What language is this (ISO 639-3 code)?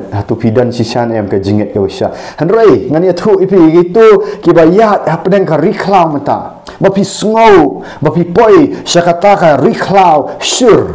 kha